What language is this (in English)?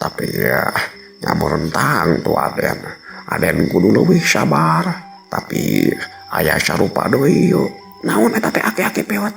Sundanese